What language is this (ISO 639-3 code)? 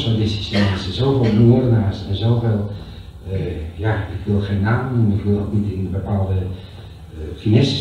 nld